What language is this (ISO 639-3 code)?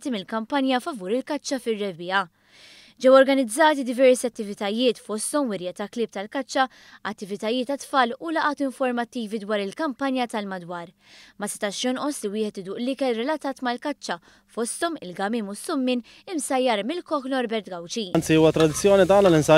mlt